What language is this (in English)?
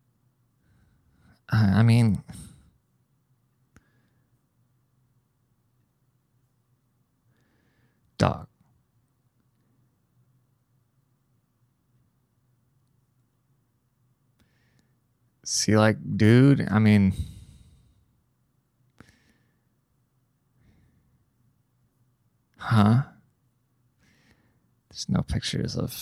English